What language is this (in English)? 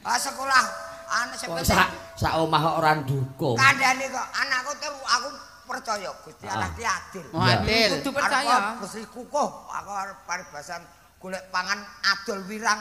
Javanese